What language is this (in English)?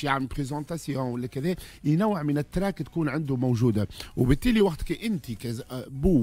Tunisian Arabic